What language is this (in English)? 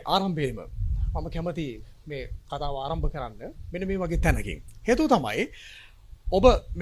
Sinhala